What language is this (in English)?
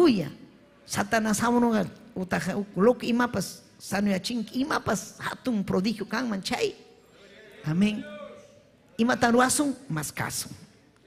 Ayacucho Quechua